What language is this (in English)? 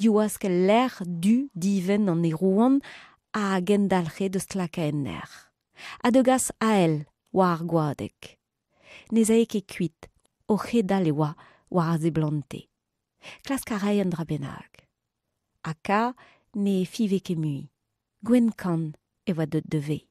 Breton